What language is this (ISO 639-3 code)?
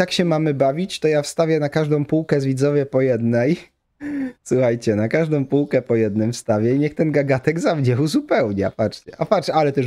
pol